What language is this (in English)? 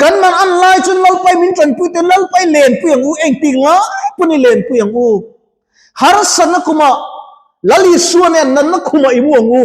Mizo